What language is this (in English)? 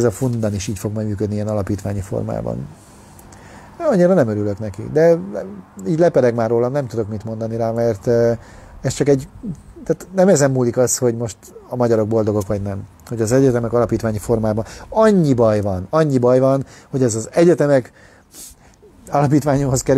Hungarian